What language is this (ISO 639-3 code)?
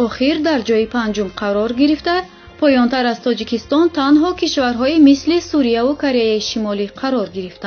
tgk